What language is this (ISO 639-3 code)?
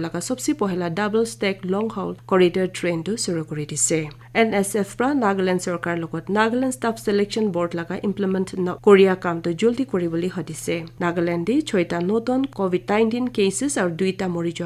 nag